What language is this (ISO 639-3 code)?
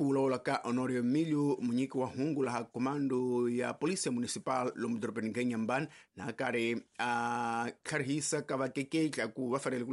tso